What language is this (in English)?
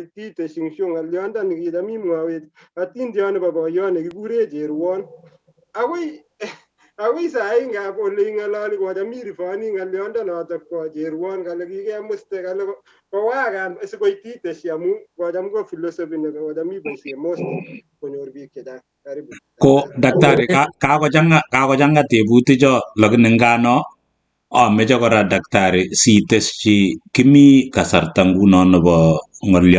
Kalenjin